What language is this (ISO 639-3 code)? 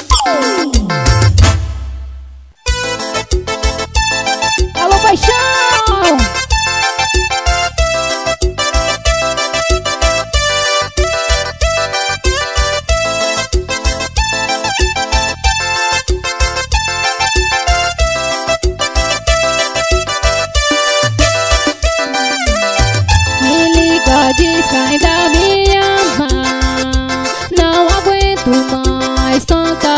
por